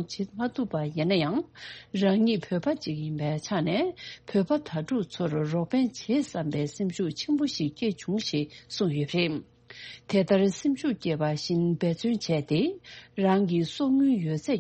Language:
Tibetan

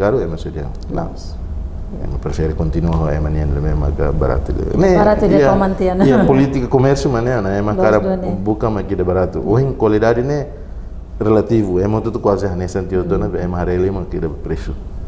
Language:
Tetum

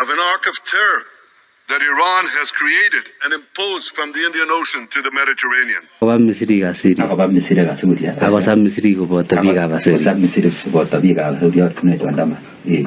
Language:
Kalenjin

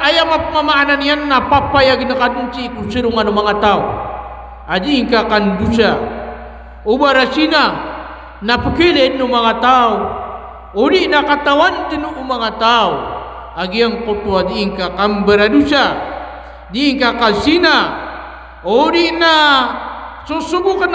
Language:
Maranao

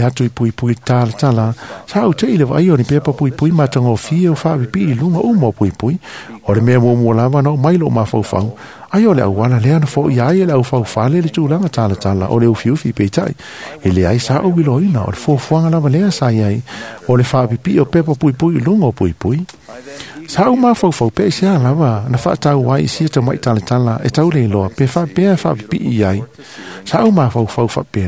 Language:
Samoan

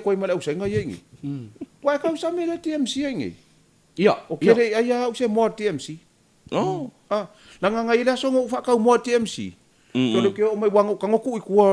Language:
Samoan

